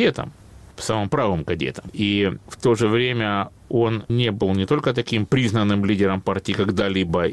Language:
Russian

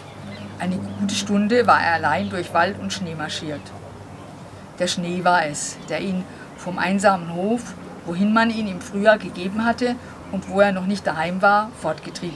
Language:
German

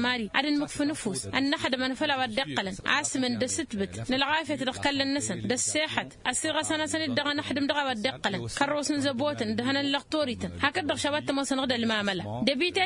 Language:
Tamasheq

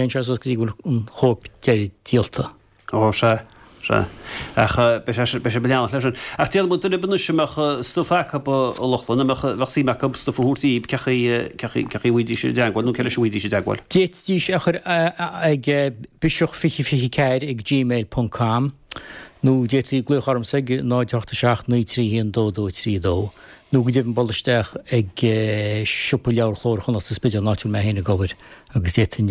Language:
Irish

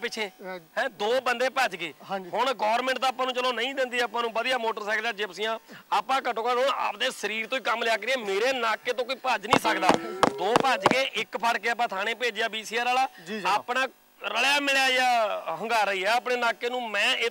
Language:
Punjabi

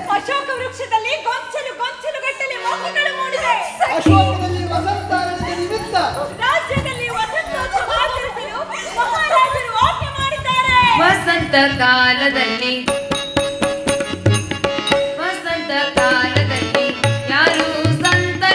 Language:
Kannada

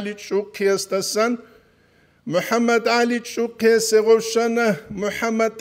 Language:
Avaric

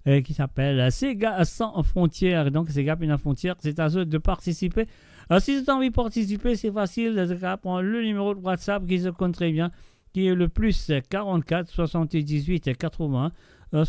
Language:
Morisyen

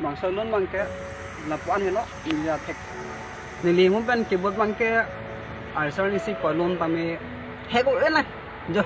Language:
Karbi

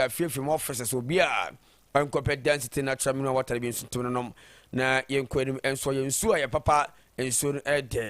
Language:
Akan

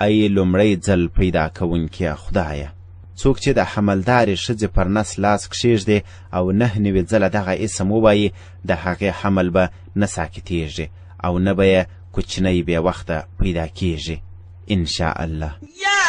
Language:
Pashto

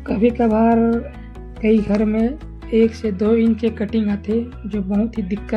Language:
Chhattisgarhi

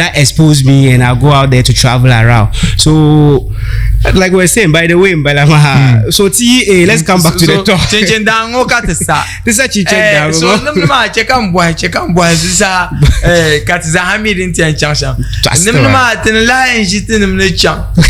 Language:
Dagbani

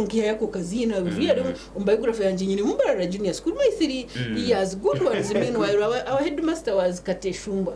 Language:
Nyankole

